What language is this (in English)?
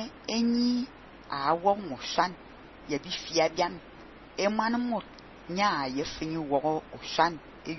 Fang